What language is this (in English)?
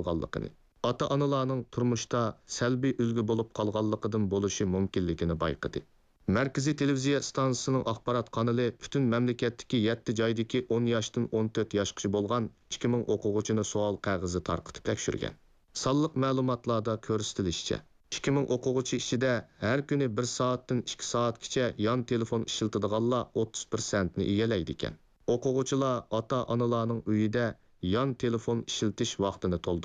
Uyghur